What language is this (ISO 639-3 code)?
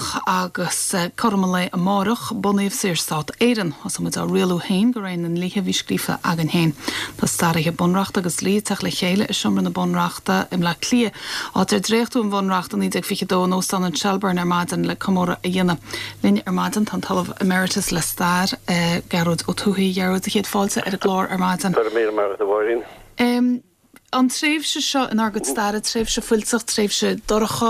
gle